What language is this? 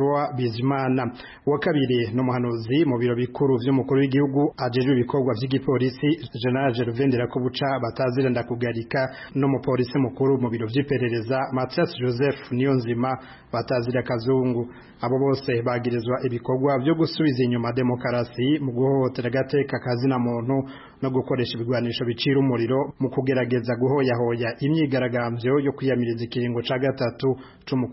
Rundi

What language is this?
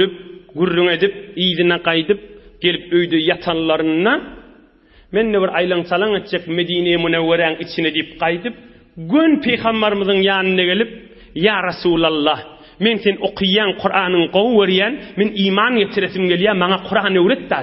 Turkmen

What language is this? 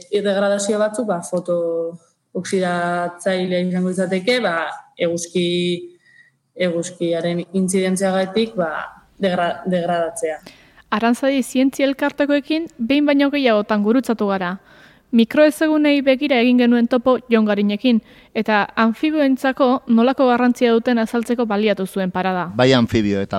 Basque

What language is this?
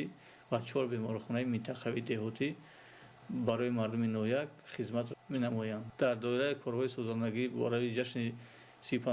Tajik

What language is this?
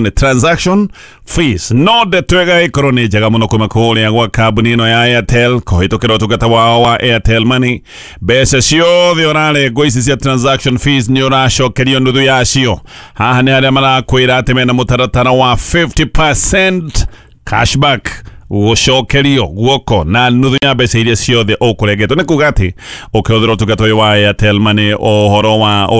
Kikuyu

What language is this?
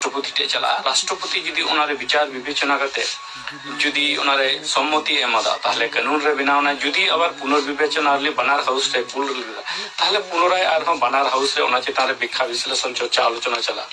Santali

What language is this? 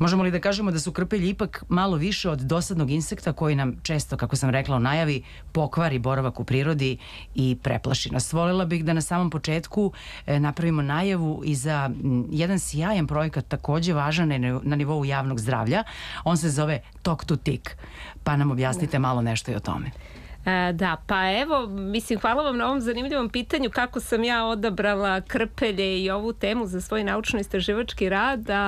Serbian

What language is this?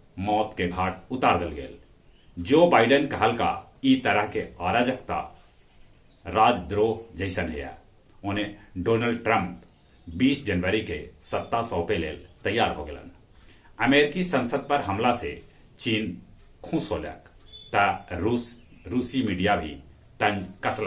Magahi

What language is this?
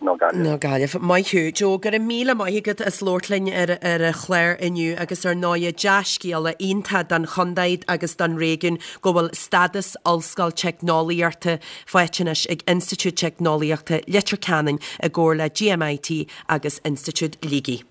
Irish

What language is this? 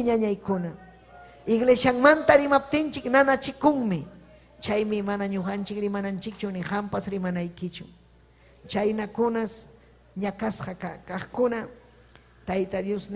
Ayacucho Quechua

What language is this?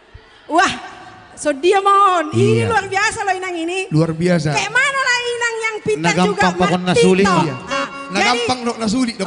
Batak Simalungun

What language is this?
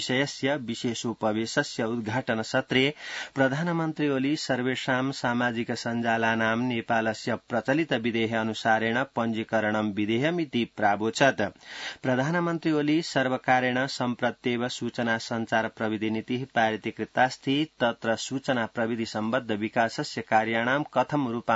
Sanskrit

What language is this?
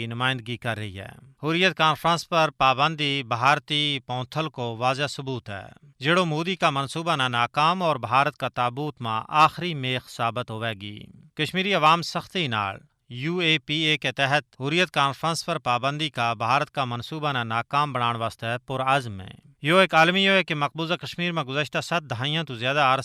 Gujari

